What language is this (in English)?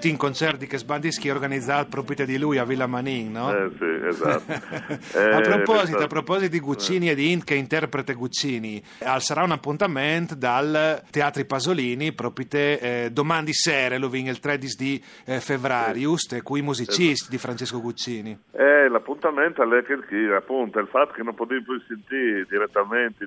Friulian